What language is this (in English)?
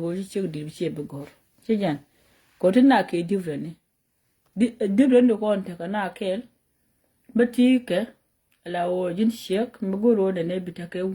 Nuer